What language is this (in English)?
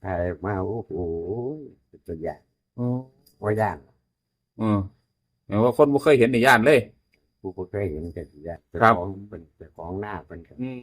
Northeastern Thai